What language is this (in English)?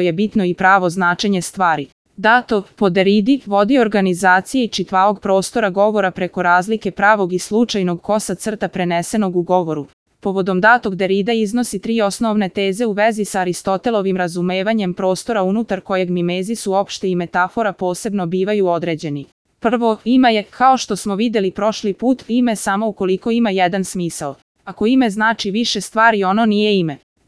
Serbian